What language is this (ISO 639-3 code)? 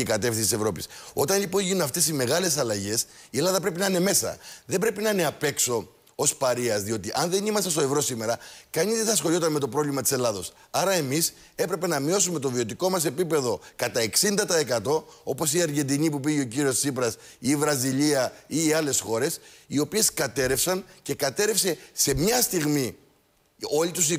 ell